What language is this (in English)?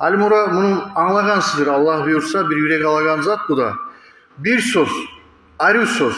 Kumyk